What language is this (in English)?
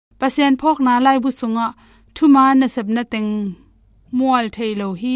Tedim Chin